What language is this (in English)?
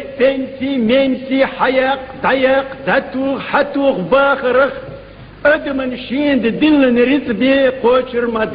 Chechen